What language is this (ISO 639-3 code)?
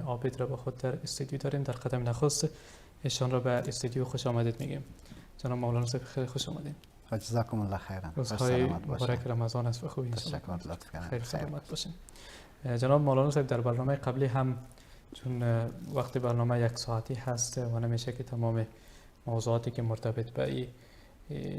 fas